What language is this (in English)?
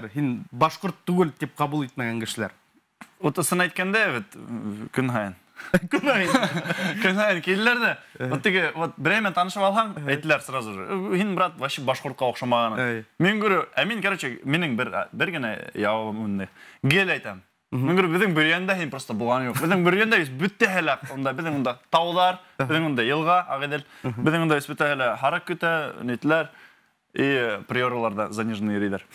Bashkir